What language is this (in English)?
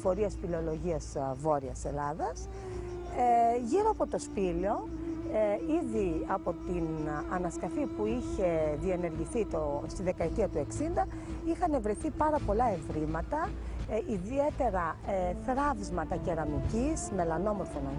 Greek